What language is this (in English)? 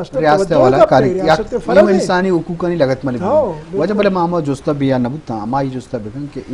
Eastern Balochi